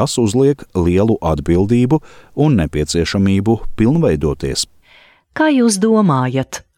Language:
Latvian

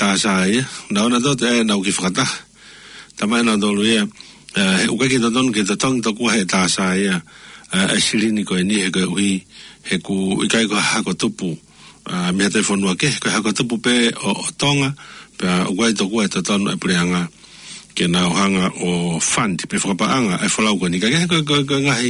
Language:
Tongan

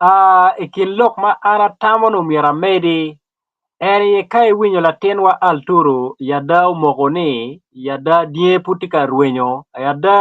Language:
Acoli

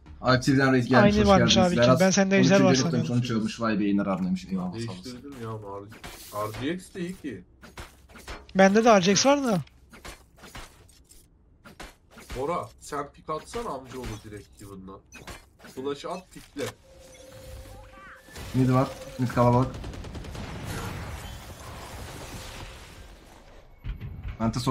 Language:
Turkish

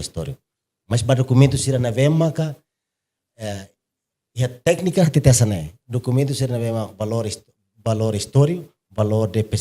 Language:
Tetum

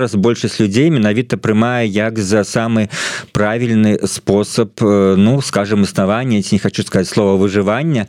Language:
Belarusian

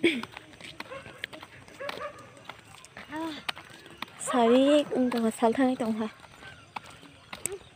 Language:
Malay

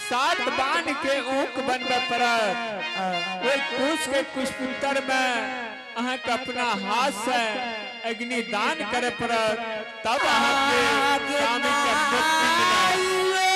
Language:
Angika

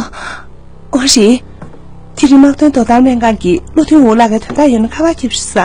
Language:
Tibetan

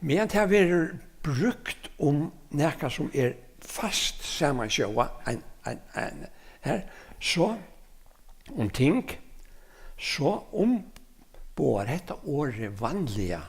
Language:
Faroese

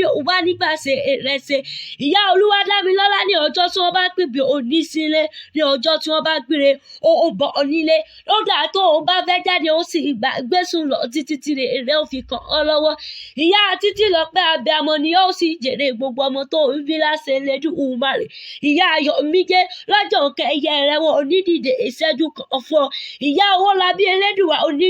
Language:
Yoruba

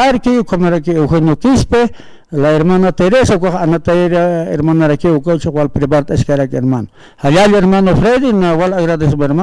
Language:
Aymara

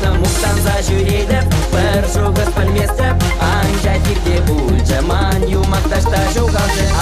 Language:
Chuvash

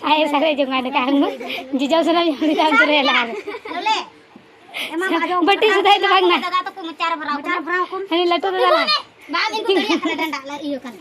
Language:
Santali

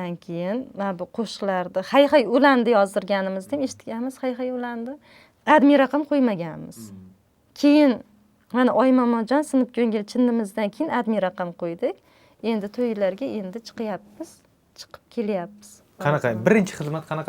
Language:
Uzbek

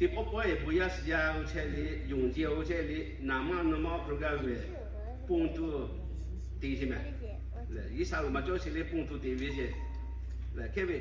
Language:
Lahu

